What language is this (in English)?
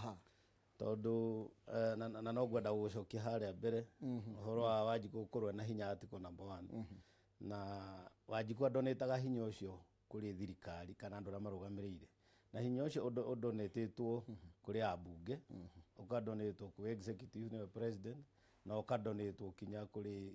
Kikuyu